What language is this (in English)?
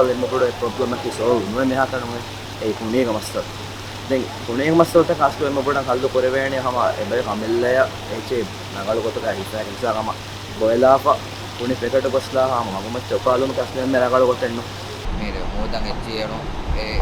Divehi